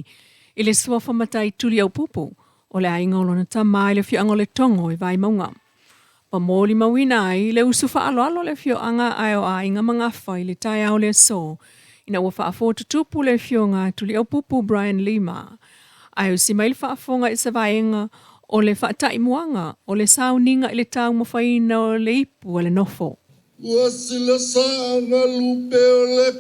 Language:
Samoan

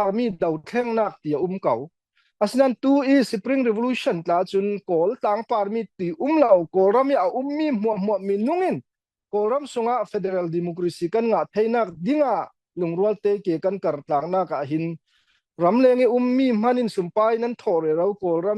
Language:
Falam Chin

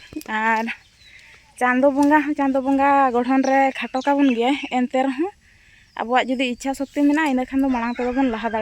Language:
Santali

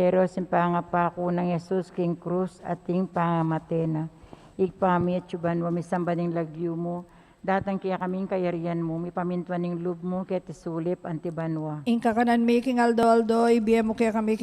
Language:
Pampanga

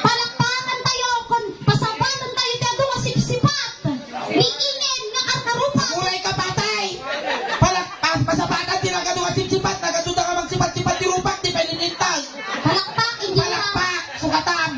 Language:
Iloko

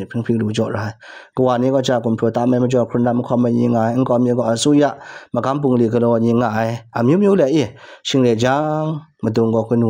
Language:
Kachin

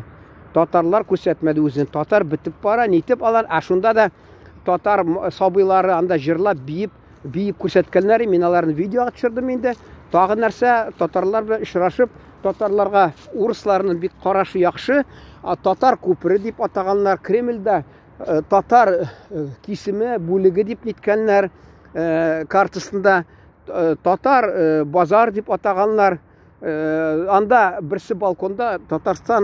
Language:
Tatar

